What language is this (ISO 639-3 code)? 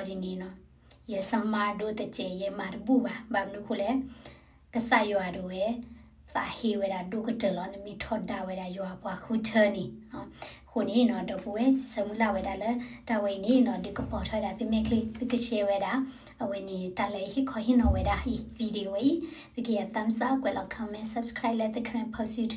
ksw